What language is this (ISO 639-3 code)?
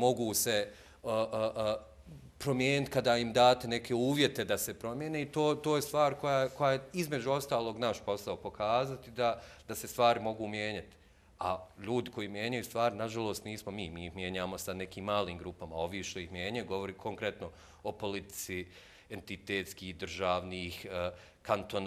bos